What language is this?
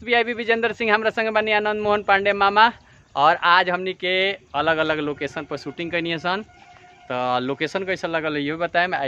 Bhojpuri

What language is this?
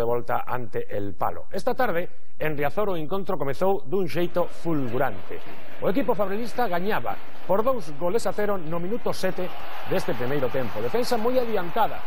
Galician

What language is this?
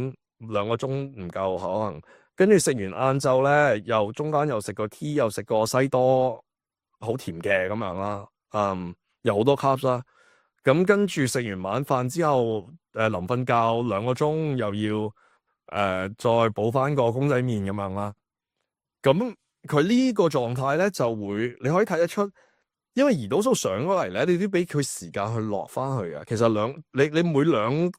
Cantonese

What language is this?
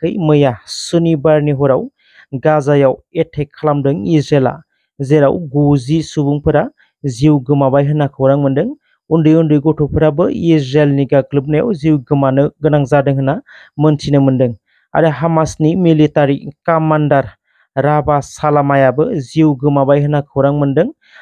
Bodo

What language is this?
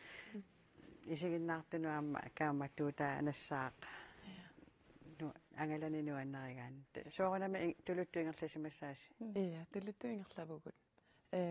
Kalaallisut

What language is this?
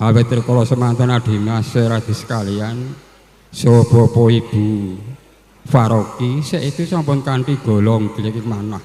Javanese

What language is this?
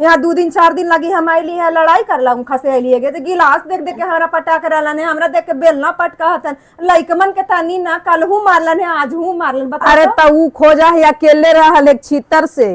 Magahi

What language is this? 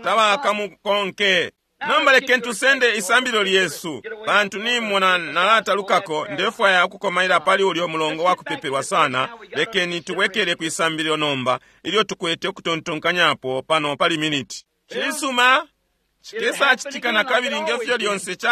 Bemba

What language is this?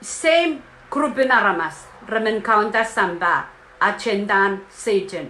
Pohnpeian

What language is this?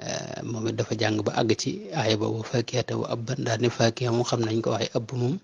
Wolof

